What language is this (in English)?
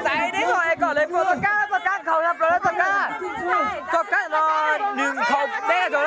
Hmong